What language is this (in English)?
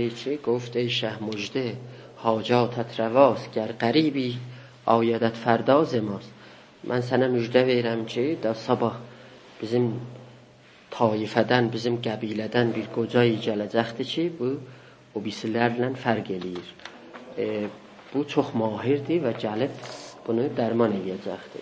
South Azerbaijani